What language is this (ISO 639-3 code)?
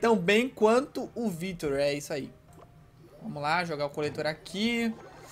por